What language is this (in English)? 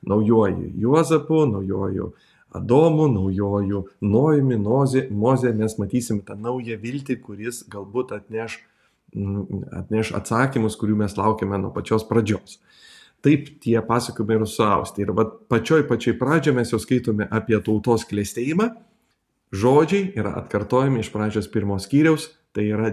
Lithuanian